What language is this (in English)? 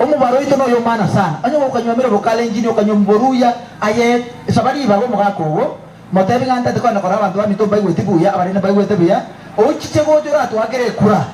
Gusii